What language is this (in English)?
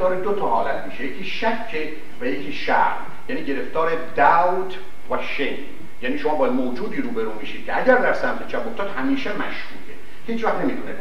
Persian